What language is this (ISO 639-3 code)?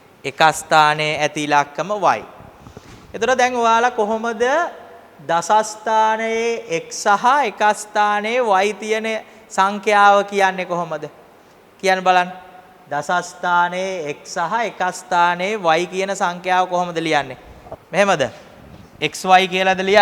sin